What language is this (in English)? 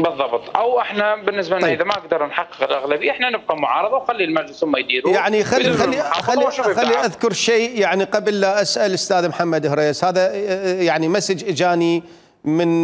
Mesopotamian Arabic